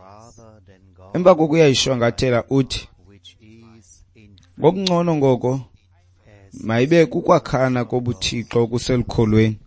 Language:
Xhosa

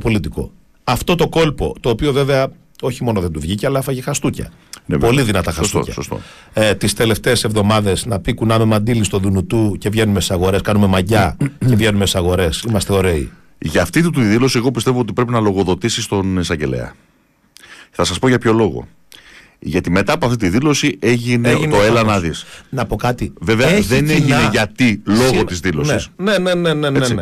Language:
Greek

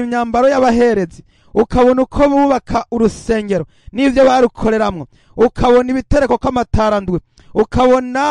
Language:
Rundi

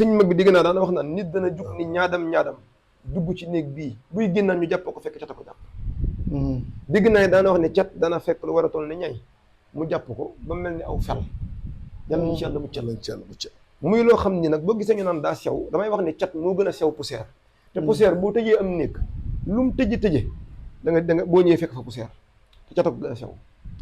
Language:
Wolof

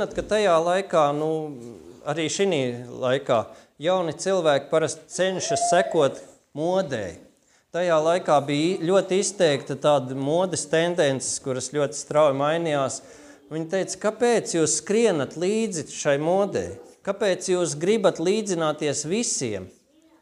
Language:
Latvian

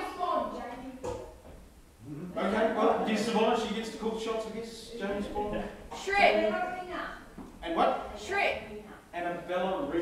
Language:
English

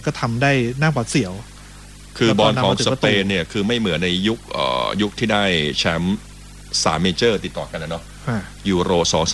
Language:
Thai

